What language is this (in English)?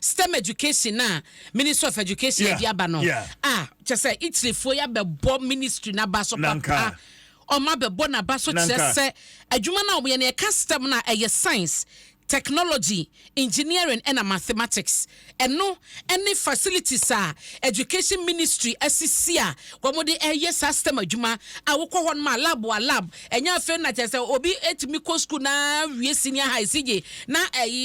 Akan